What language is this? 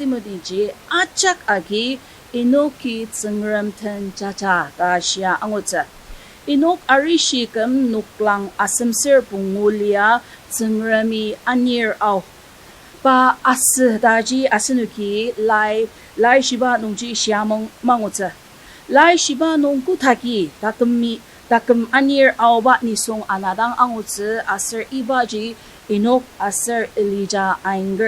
Ao Naga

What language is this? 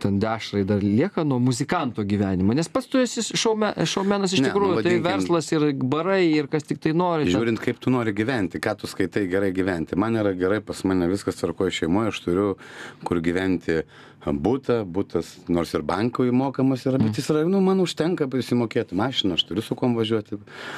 Lithuanian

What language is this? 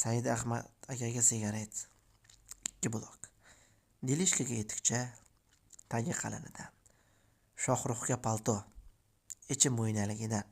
Uzbek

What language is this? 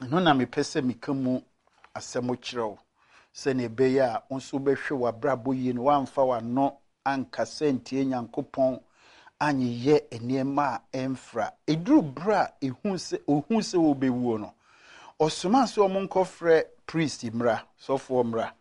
Akan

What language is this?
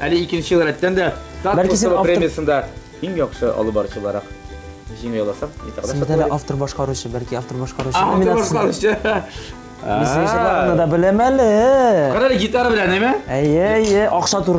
Tatar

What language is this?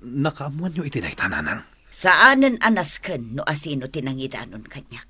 Iloko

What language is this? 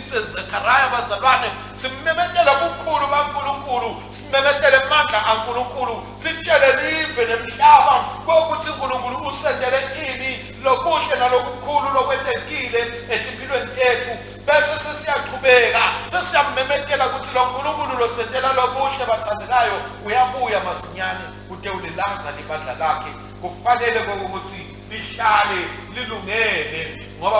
Swati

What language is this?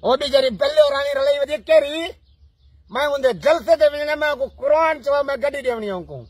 Saraiki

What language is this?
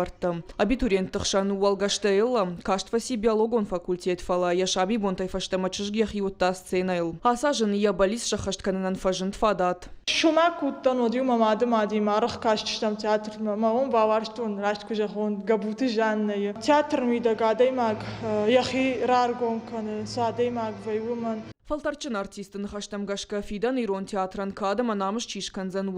Ossetic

